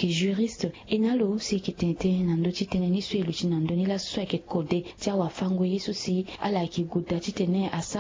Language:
Sango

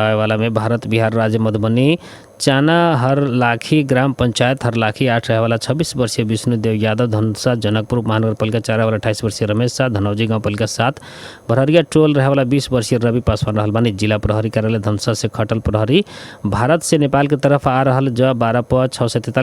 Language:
Bhojpuri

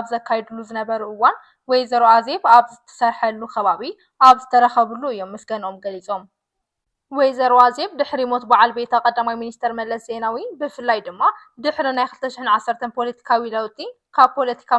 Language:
Tigrinya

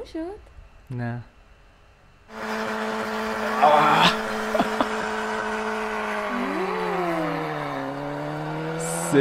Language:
Persian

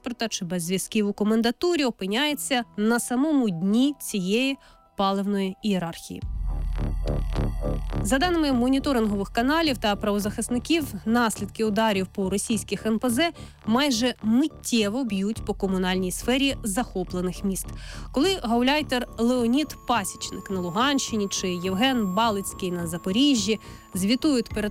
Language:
Ukrainian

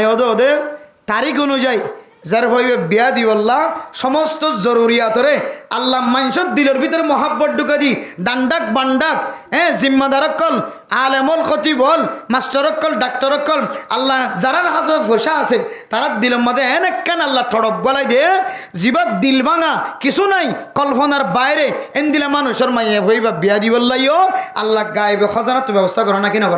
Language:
Rohingya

